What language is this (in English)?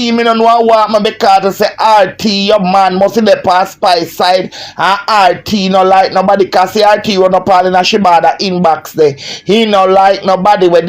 Jamaican Creole English